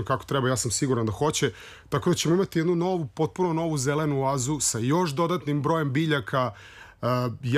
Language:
Serbian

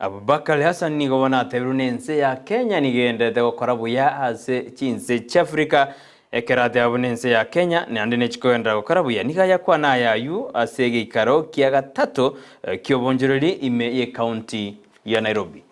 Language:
Gusii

